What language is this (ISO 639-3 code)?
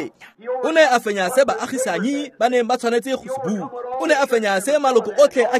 tsn